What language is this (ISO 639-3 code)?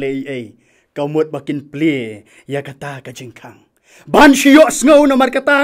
kha